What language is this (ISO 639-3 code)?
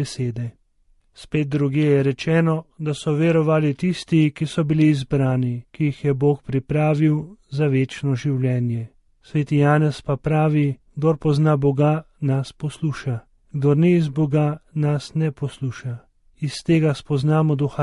slv